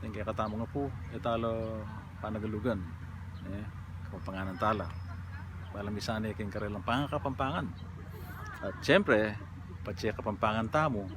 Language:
Pampanga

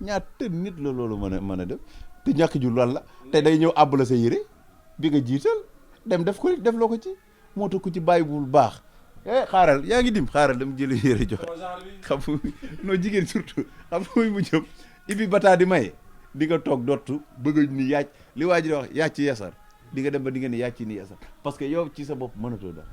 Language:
Wolof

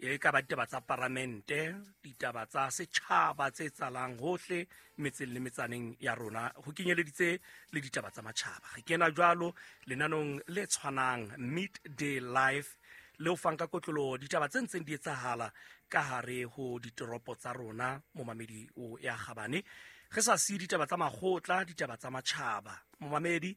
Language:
Southern Sotho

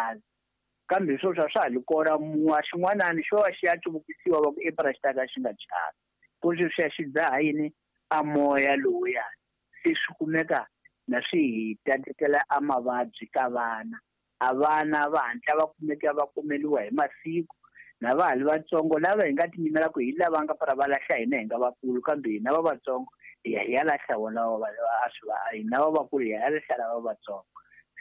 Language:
Tsonga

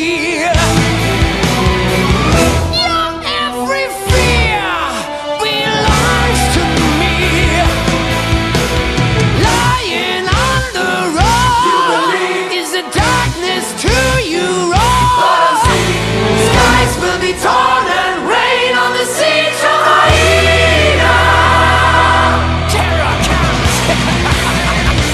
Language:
English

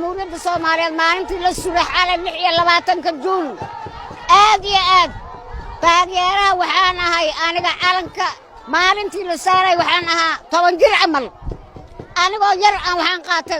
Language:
Somali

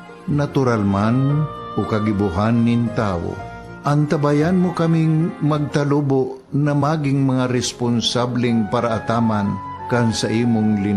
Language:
Bikol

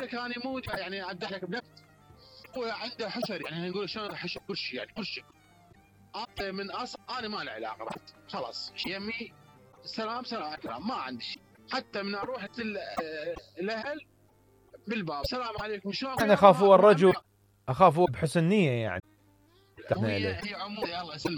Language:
Mesopotamian Arabic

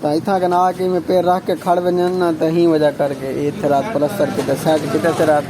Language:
Saraiki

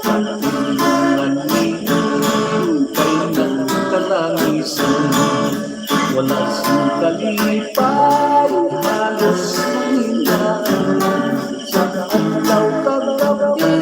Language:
Hiligaynon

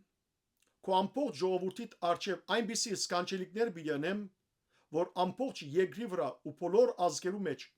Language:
Western Armenian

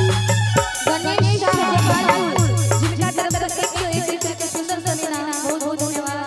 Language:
Maithili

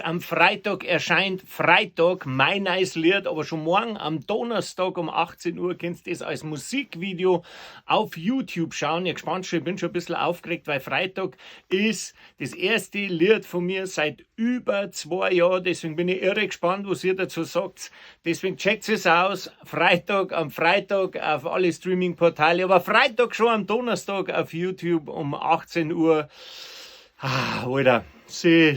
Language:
Bavarian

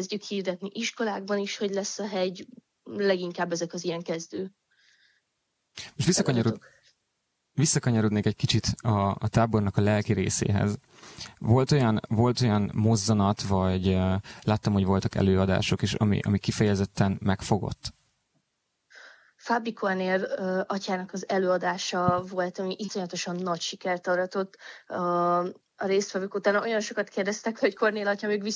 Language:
Hungarian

